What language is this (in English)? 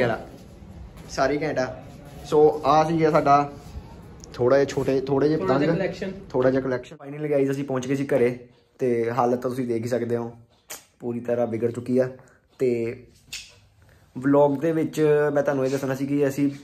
Punjabi